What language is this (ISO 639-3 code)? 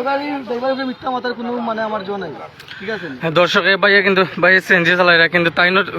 syl